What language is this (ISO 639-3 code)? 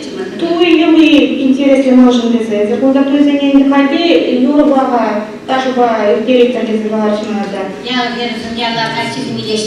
chv